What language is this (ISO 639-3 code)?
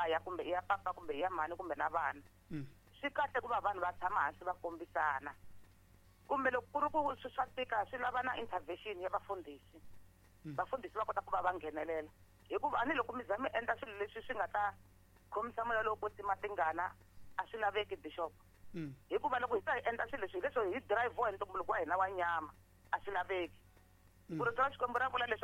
tso